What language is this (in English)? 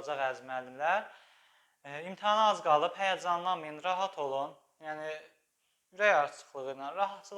Azerbaijani